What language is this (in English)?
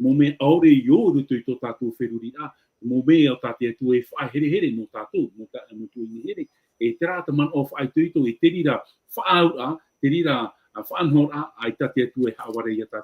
Tahitian